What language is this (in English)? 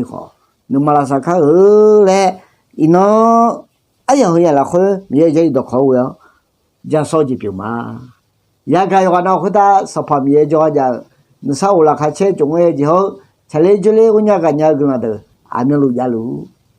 Akha